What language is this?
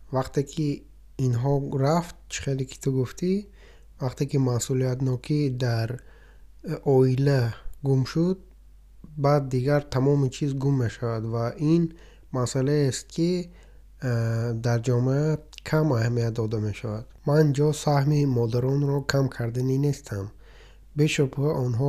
Tajik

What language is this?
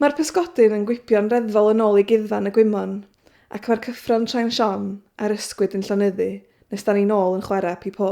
Welsh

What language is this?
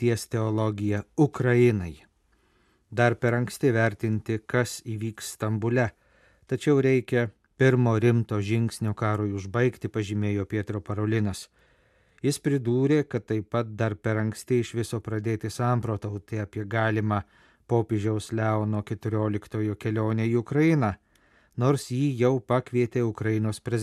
Lithuanian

